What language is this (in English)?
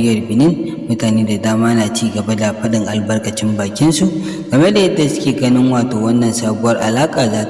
Hausa